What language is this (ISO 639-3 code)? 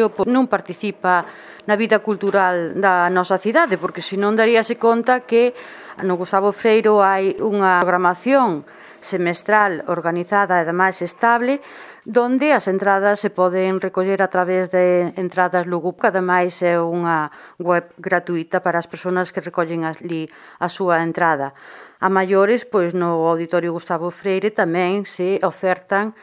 glg